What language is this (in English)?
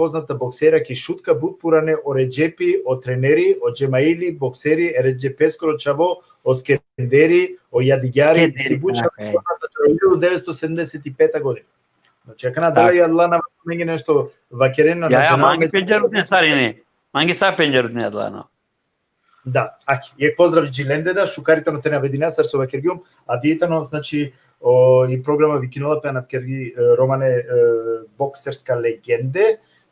Balkan Romani